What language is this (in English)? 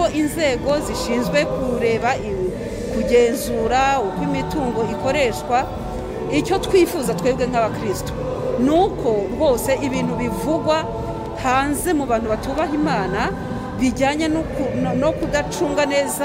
Kinyarwanda